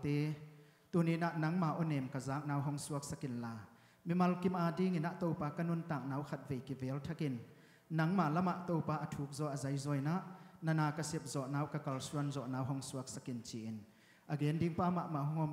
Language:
Tedim Chin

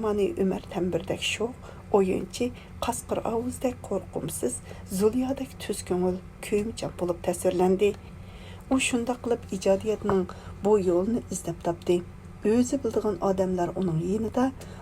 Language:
Uyghur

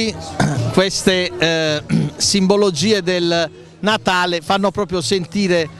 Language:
Italian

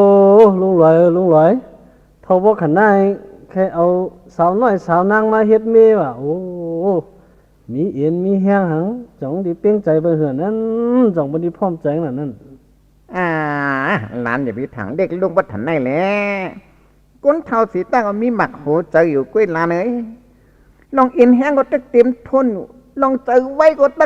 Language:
Shan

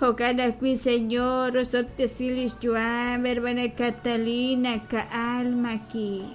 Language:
Kekchí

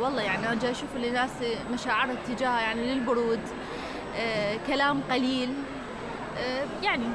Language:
Mesopotamian Arabic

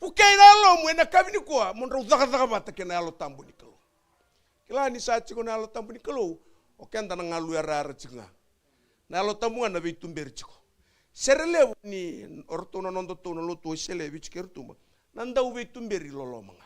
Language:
Fijian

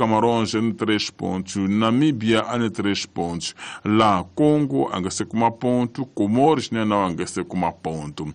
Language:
Tsonga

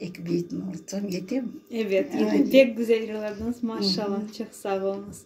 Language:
Crimean Tatar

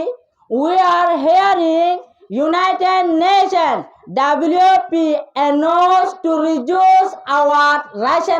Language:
Rohingya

